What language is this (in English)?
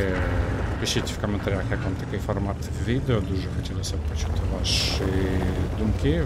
Ukrainian